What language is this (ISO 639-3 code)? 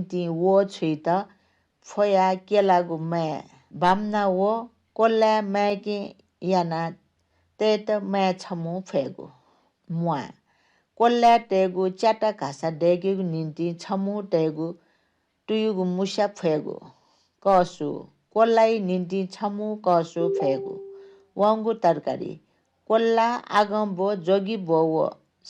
new